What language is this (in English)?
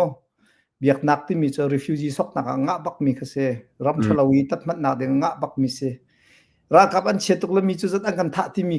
Hakha Chin